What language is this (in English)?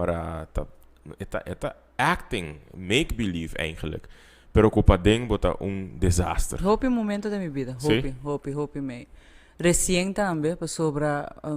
Papiamento